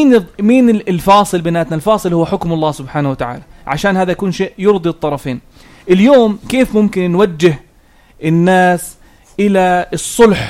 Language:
North Levantine Arabic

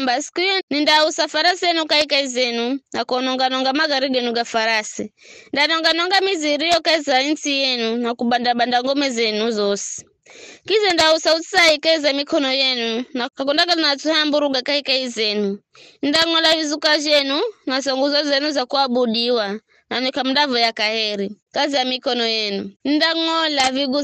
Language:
Giryama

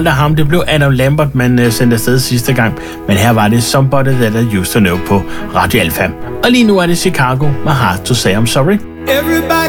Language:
Danish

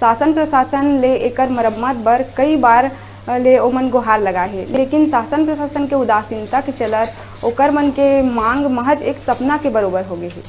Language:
Chhattisgarhi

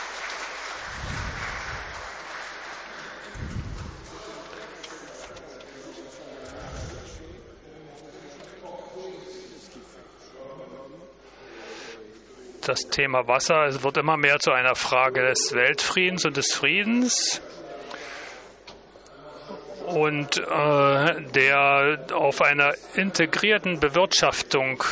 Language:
German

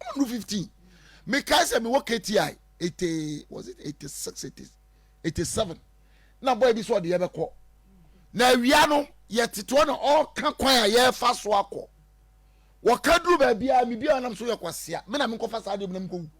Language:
Akan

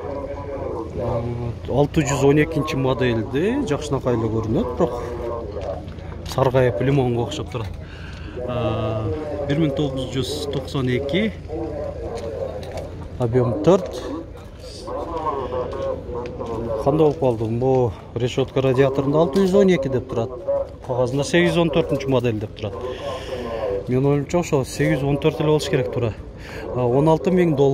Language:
Kyrgyz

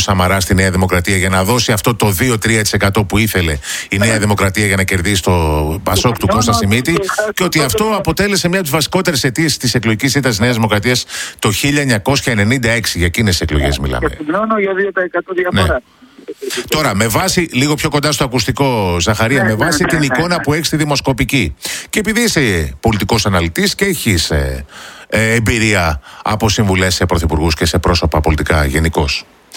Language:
Greek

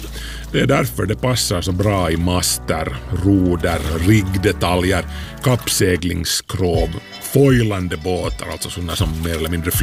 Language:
Swedish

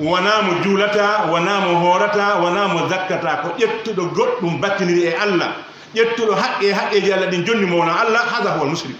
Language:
Pular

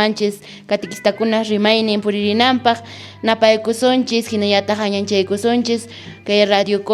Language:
Quechua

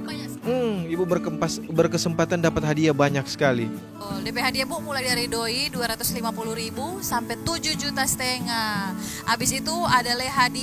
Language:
Manado Malay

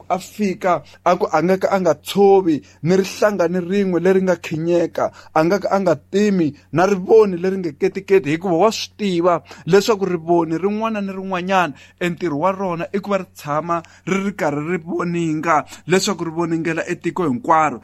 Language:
Tsonga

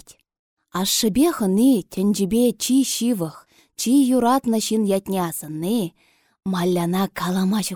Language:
Chuvash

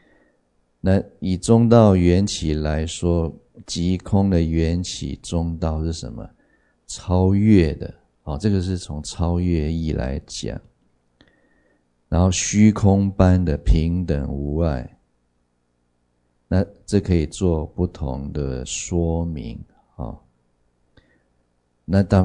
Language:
Chinese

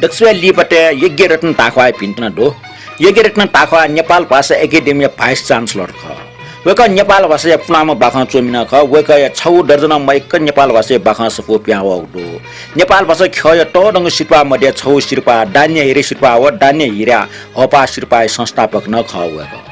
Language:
Newari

